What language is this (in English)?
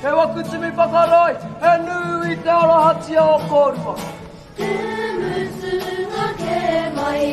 Māori